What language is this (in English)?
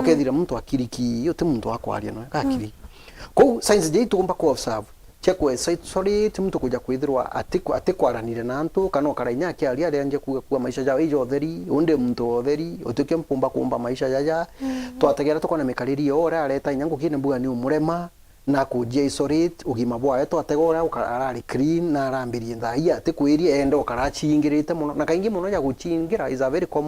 Meru